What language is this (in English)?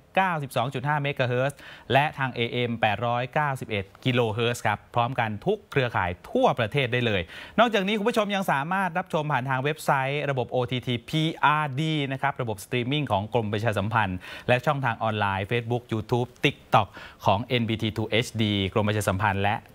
Thai